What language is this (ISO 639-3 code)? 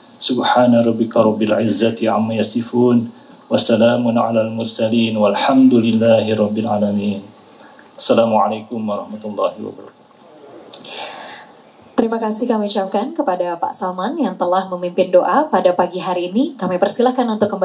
ind